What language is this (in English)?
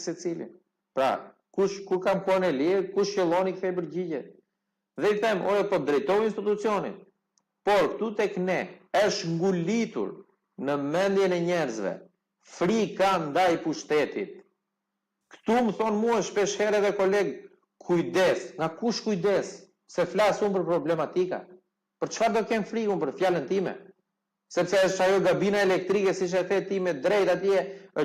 Albanian